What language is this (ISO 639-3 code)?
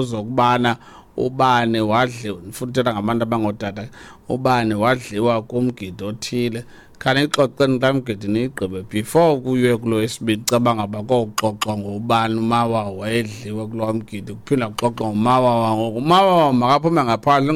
xho